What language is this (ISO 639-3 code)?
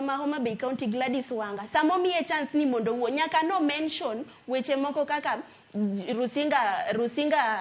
luo